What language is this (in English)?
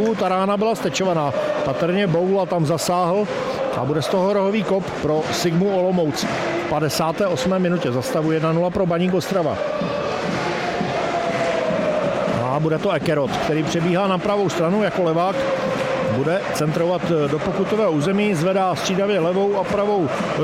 Czech